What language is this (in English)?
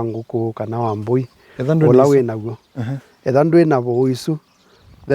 Kamba